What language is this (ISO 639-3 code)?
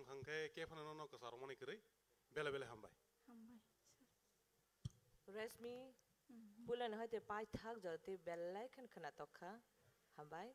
trp